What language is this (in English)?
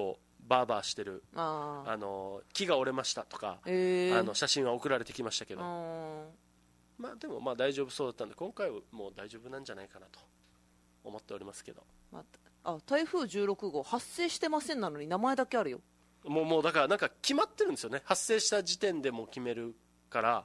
Japanese